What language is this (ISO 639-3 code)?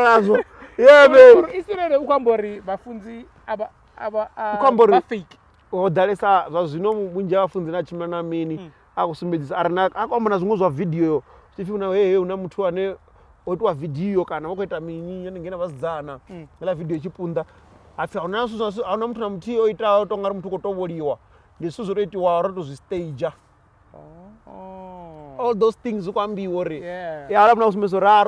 ven